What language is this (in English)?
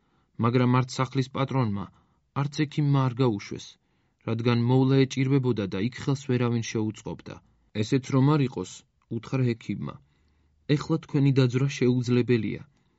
Georgian